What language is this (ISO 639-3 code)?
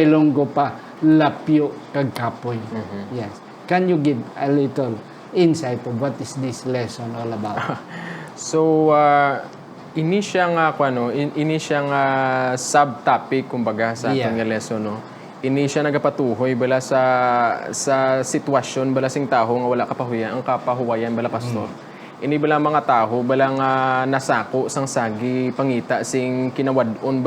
hil